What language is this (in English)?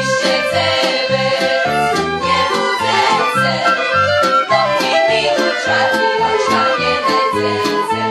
Rusyn